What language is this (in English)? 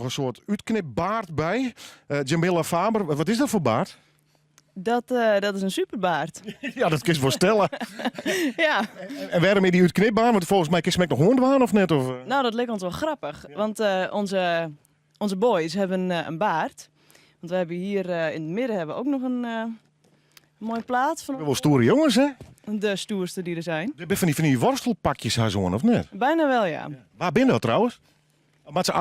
Western Frisian